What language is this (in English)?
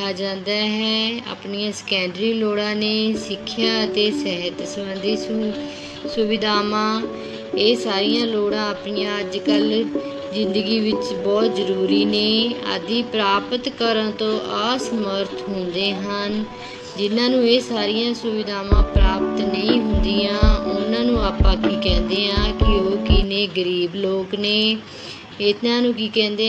Punjabi